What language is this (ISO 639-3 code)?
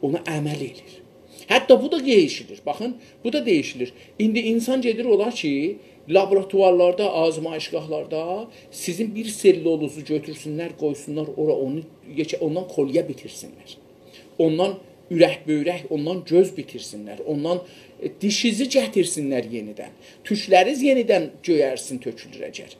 azb